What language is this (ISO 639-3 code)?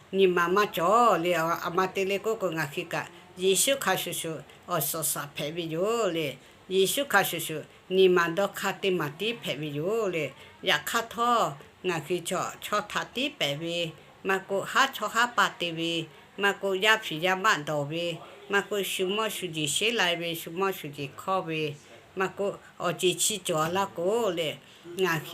lhu